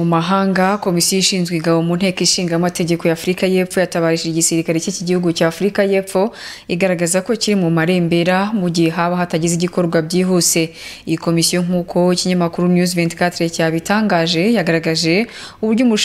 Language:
Kinyarwanda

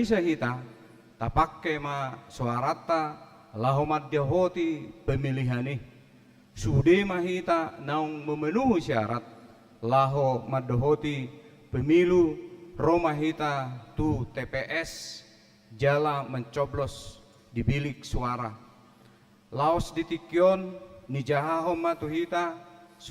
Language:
Batak Toba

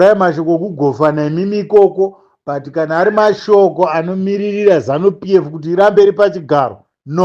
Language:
Shona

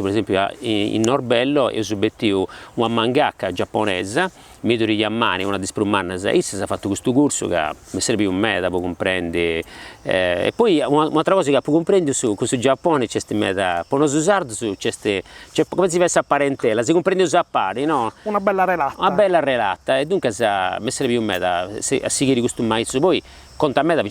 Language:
Sardinian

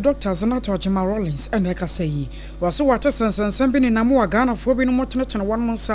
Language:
Akan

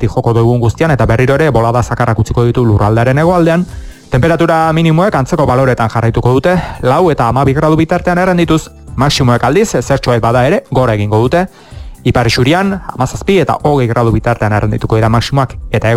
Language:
Basque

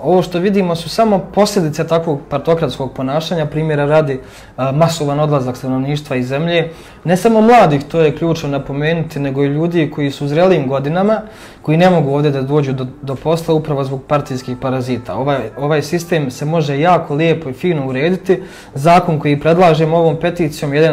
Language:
Serbian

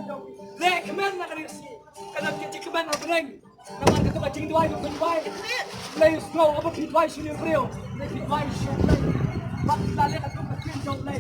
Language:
Khasi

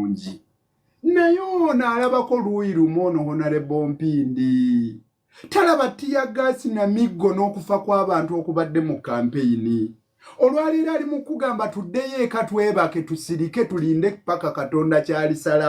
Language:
Ganda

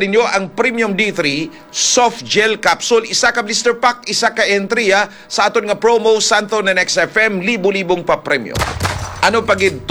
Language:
Hiligaynon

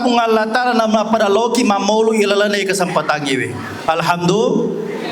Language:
Buginese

